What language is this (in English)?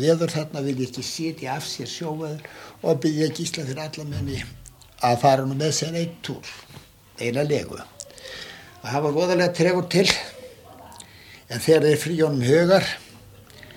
Icelandic